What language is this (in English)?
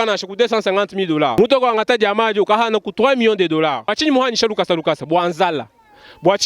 Luba-Lulua